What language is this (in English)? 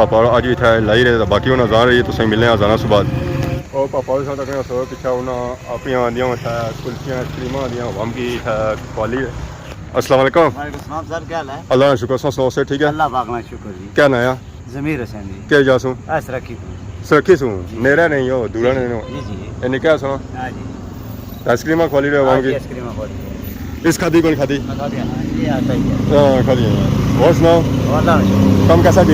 Pahari-Potwari